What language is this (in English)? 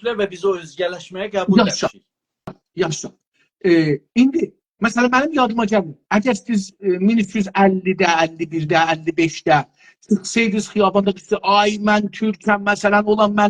South Azerbaijani